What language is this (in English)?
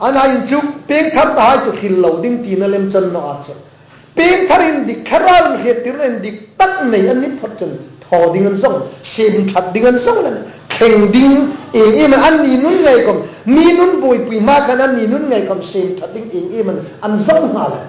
Hmar